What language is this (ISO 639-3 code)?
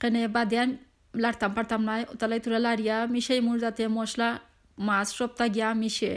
syl